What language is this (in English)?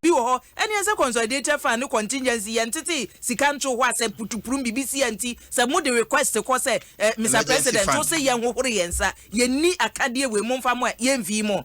Akan